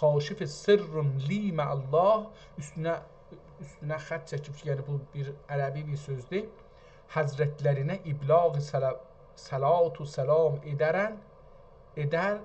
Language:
South Azerbaijani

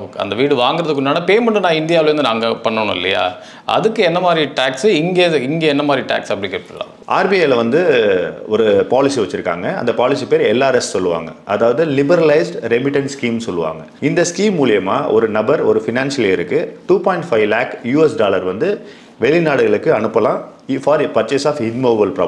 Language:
Tamil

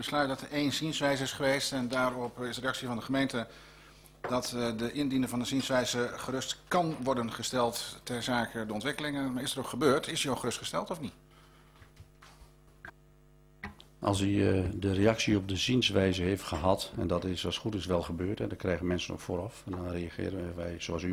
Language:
Dutch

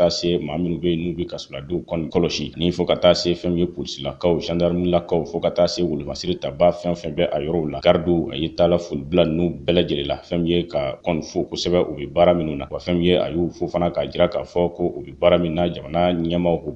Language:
Bambara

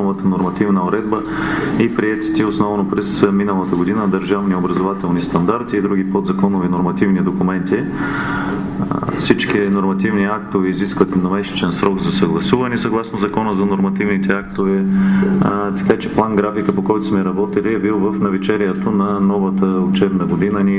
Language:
Bulgarian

